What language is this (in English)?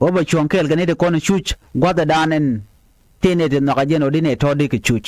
Nuer